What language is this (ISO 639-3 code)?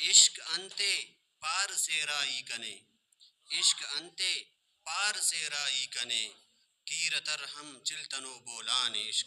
brh